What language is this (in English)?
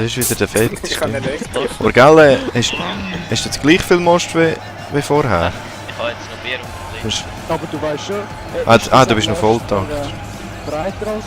Swiss German